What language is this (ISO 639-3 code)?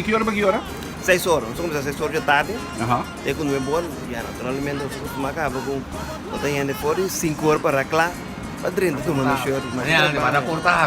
pap